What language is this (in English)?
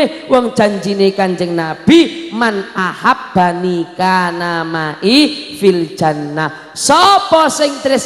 Javanese